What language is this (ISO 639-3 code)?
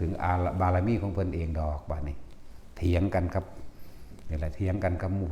tts